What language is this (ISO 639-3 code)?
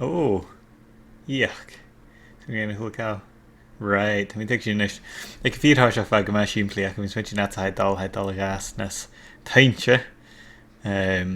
gla